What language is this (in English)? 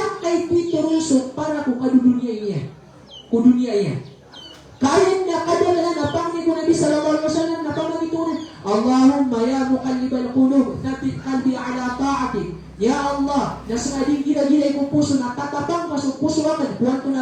Maranao